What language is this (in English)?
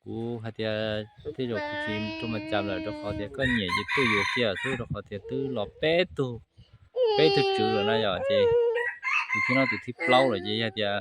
Hmong